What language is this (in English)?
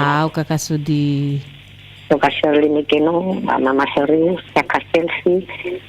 Nias